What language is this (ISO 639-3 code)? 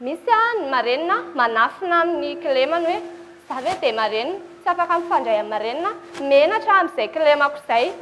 mlg